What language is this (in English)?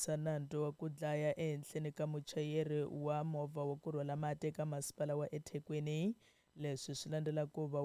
Tsonga